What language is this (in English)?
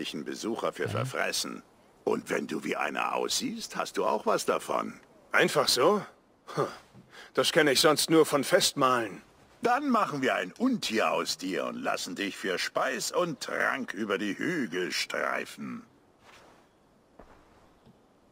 German